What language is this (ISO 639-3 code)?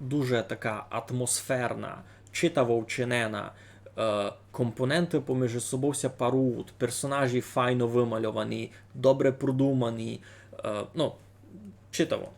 rue